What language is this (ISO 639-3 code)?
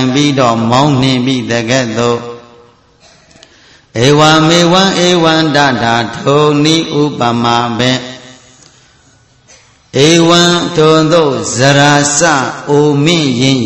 mya